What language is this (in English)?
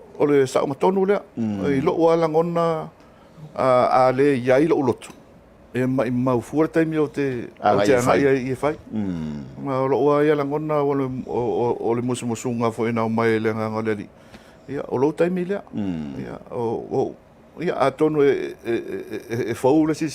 Samoan